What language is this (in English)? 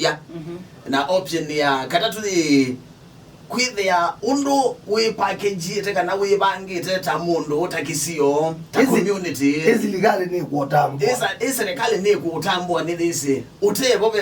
Kamba